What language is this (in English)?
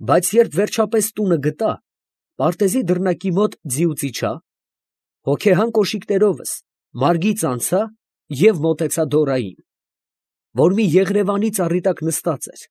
Armenian